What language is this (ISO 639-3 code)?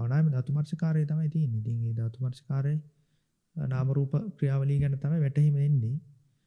sin